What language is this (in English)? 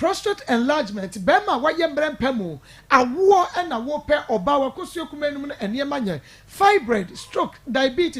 Akan